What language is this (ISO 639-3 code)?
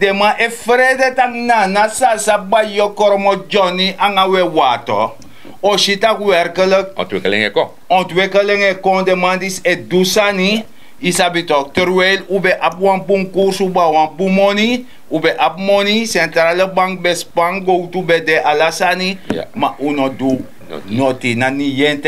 srn